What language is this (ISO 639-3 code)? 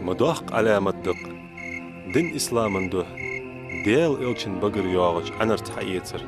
inh